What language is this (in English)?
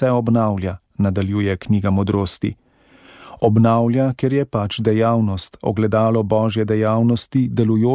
Slovenian